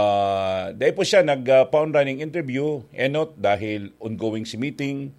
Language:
Bikol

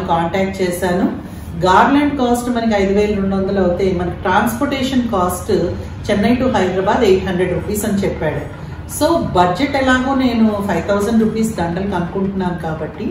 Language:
Telugu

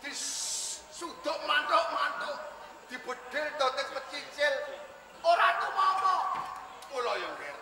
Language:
Javanese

